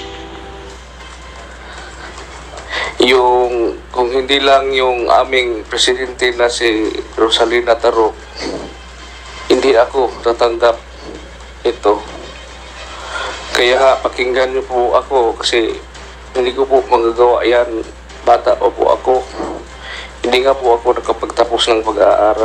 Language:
Filipino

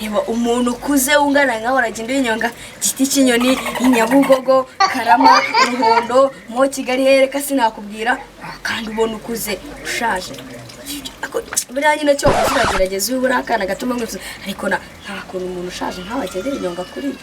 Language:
Kinyarwanda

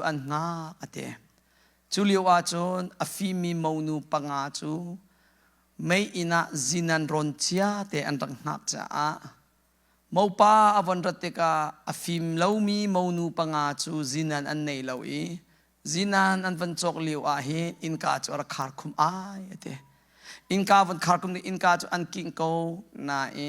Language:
Hakha Chin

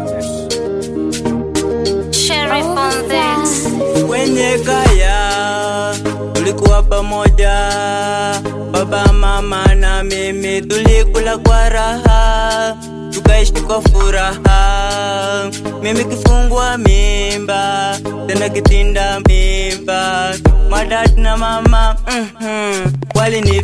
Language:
Swahili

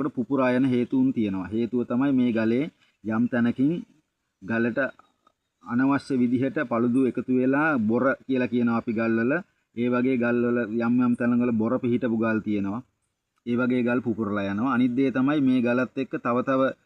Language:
Sinhala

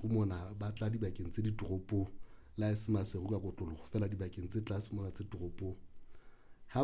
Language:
Southern Sotho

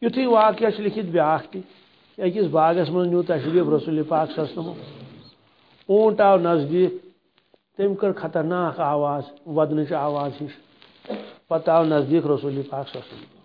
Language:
Kashmiri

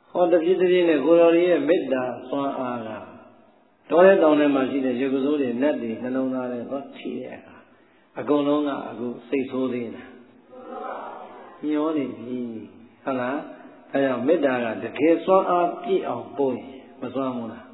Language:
Burmese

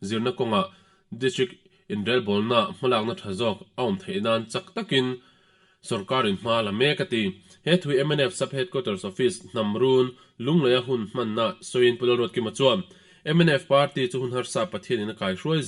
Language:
Mizo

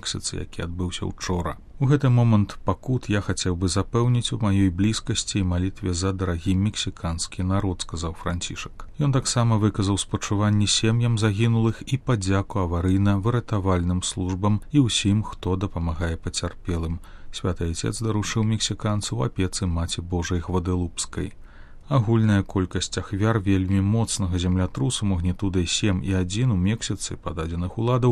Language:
Belarusian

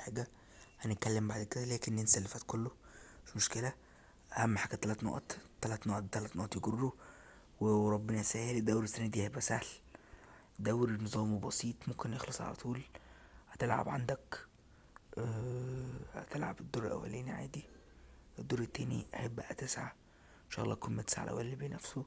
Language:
Egyptian Arabic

